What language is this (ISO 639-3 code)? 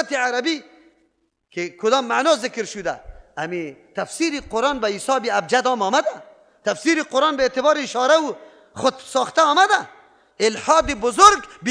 fas